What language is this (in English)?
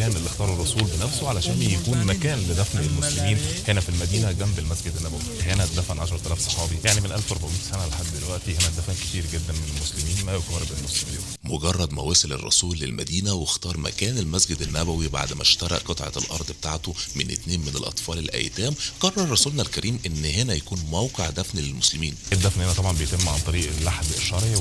Egyptian Arabic